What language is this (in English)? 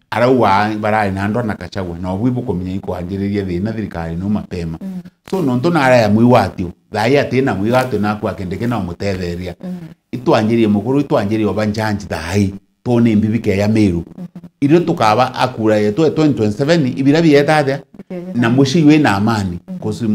Meru